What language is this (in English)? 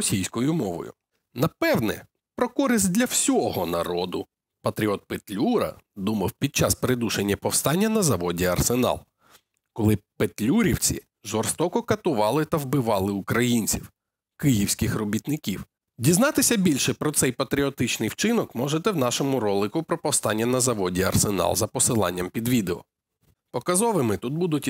Ukrainian